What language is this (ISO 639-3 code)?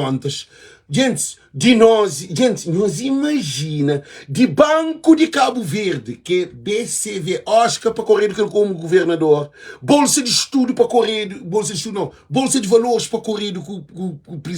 kea